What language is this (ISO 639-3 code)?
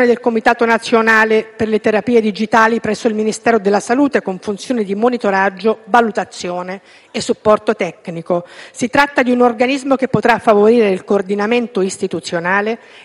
ita